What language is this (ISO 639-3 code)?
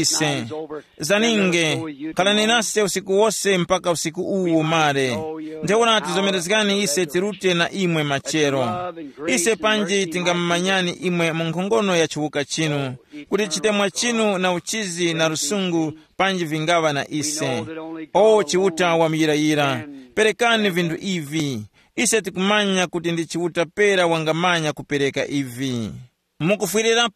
tum